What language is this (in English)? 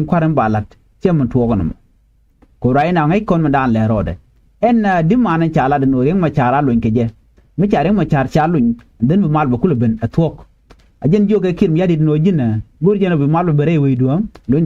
Nuer